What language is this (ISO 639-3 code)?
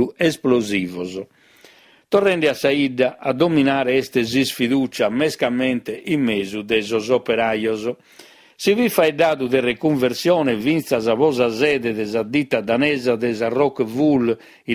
srd